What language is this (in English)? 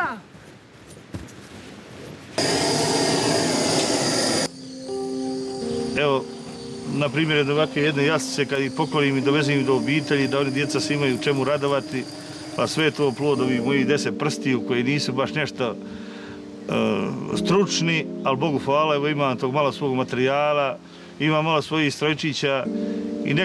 Bosnian